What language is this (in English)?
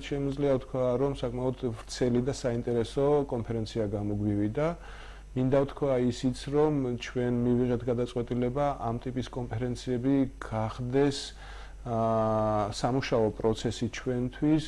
Georgian